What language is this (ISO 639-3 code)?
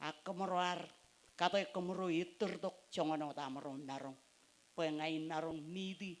mah